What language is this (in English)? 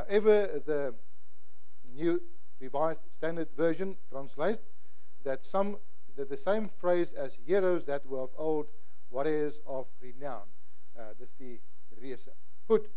Afrikaans